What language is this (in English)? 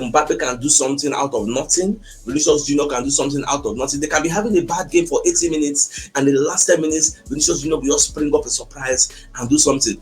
Nigerian Pidgin